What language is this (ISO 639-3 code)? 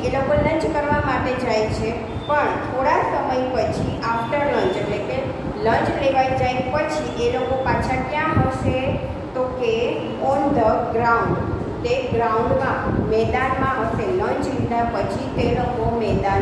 guj